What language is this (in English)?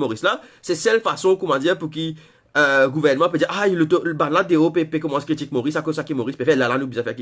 Morisyen